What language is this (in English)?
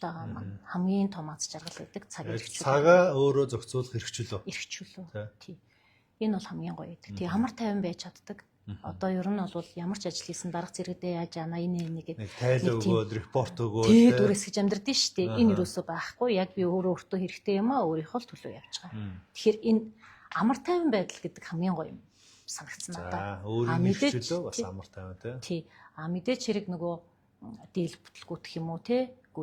Mongolian